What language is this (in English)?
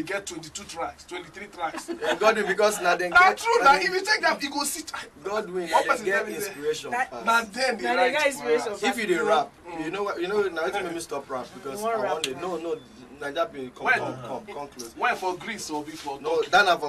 Nigerian Pidgin